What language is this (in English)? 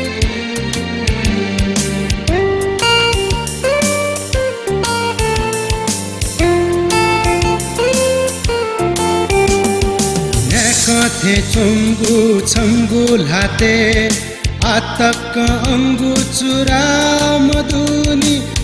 Newari